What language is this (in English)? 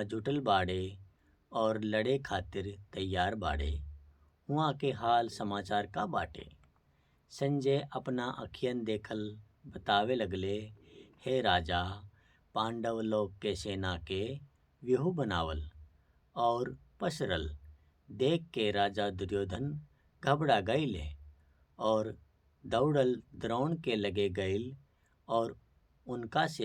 Bhojpuri